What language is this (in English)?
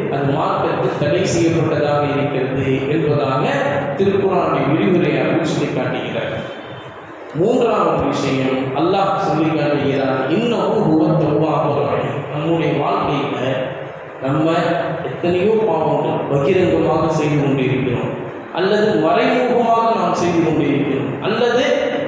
Tamil